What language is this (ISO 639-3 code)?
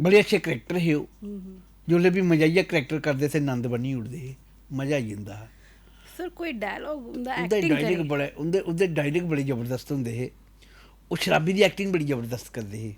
doi